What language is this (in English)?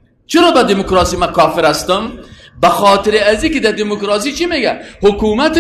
Persian